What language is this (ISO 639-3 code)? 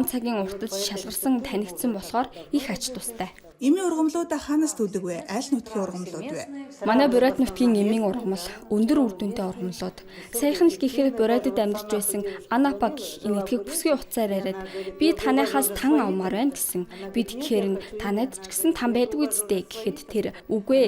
mon